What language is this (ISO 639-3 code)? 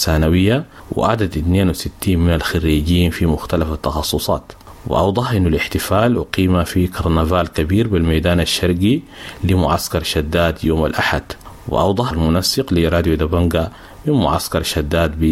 apd